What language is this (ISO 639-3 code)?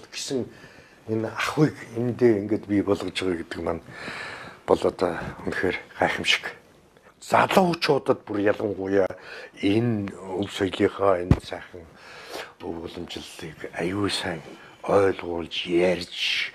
mon